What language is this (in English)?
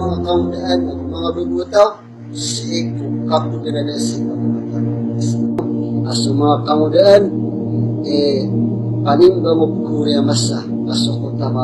Maranao